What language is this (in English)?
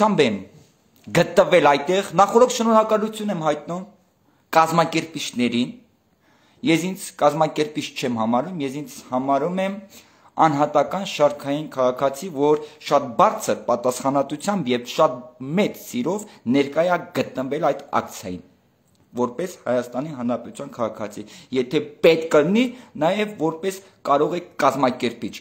Armenian